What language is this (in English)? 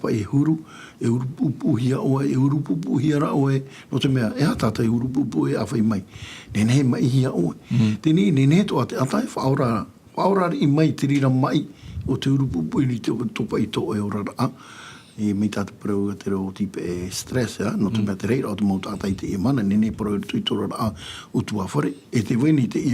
Tahitian